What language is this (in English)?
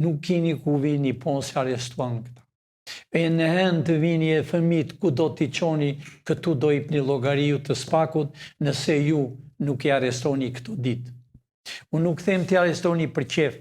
Albanian